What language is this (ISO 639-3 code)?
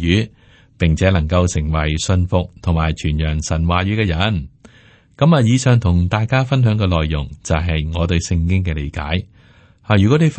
yue